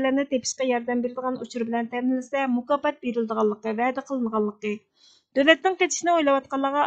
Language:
Uyghur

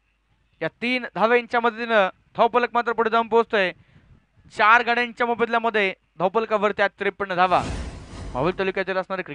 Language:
Marathi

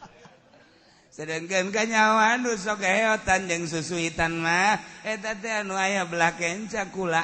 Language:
Sundanese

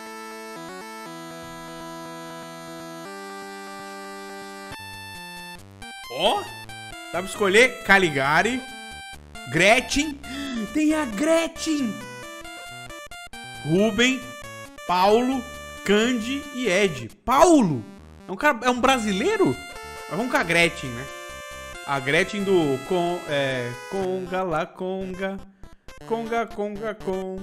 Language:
Portuguese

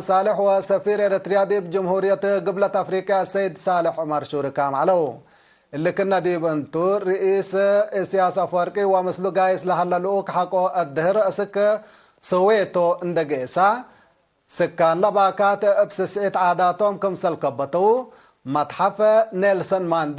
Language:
Tigre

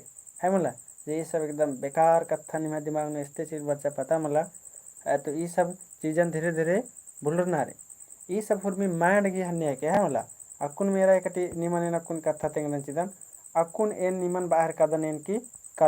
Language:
Kurukh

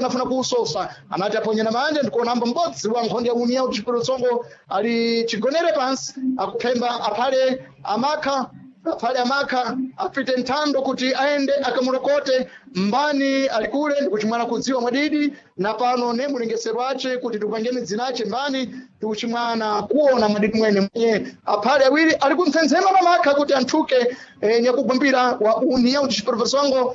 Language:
Sena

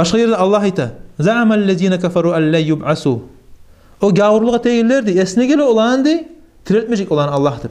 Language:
Kumyk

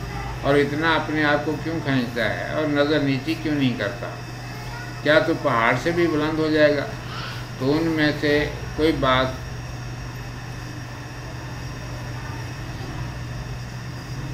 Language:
Urdu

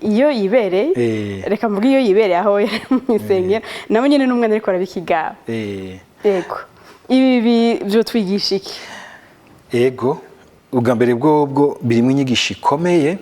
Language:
Rundi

